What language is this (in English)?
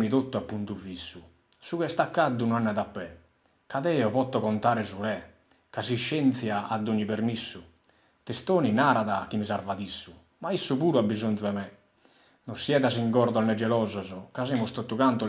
Sardinian